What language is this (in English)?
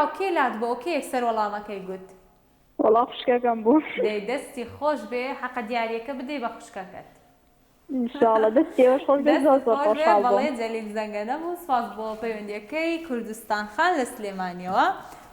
Central Kurdish